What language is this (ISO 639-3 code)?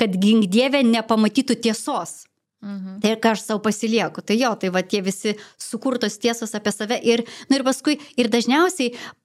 lit